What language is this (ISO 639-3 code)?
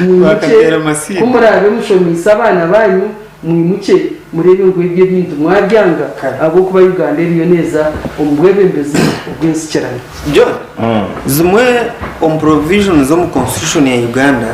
nyn